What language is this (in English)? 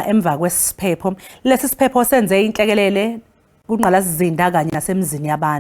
Zulu